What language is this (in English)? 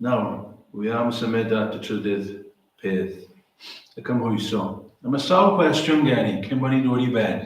Welsh